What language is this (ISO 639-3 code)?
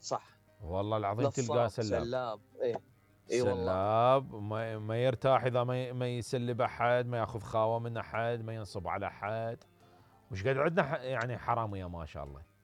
acm